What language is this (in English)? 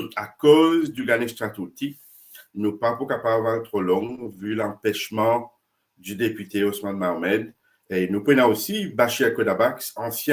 Morisyen